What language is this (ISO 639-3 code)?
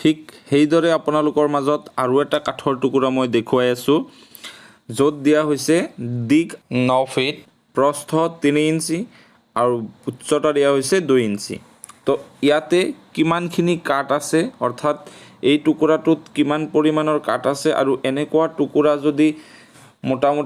asm